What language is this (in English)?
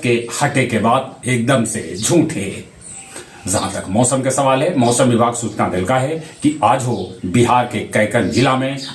Magahi